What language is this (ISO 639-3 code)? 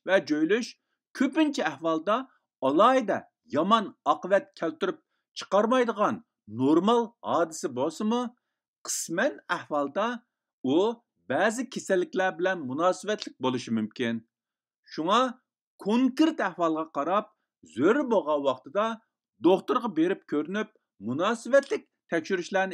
uig